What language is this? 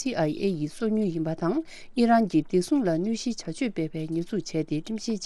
Tibetan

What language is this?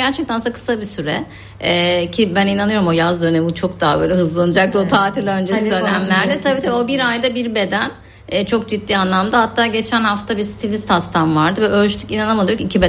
Turkish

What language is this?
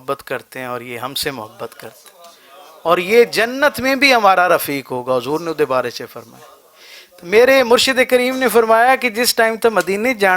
Western Panjabi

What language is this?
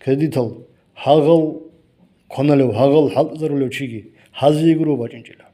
Avaric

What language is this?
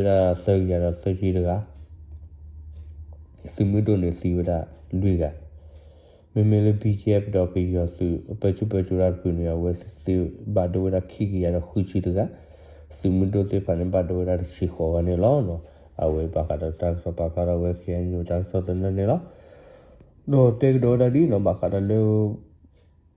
S'gaw Karen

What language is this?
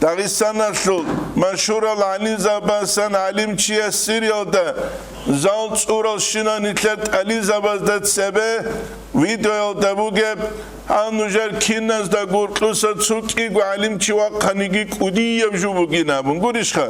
Avaric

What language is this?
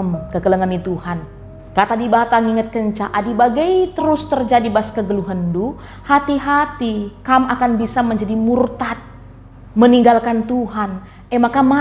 Batak Karo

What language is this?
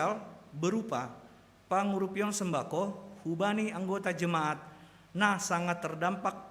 Batak Simalungun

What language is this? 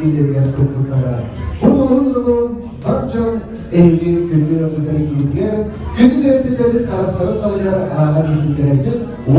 Yakut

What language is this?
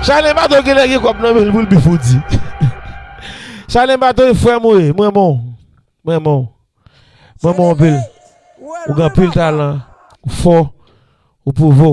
Haitian Creole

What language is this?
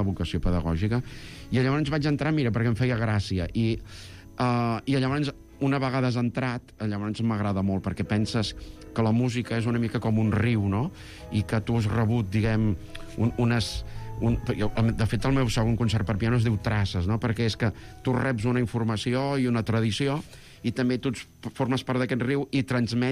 Catalan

